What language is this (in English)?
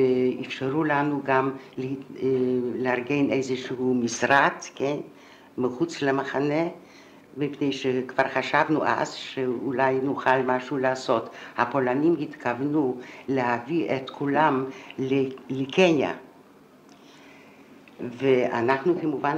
Hebrew